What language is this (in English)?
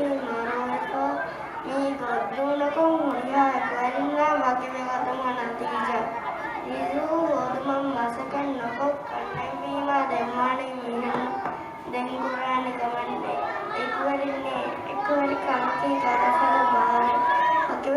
Divehi